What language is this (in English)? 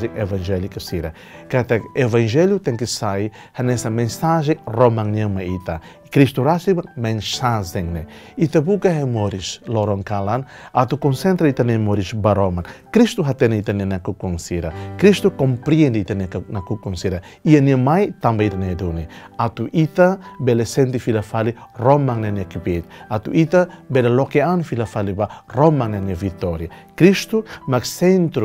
Tetum